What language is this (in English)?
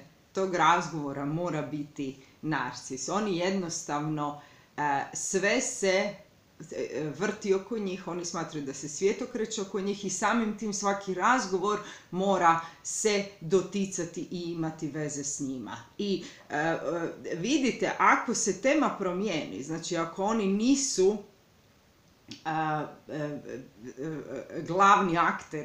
Croatian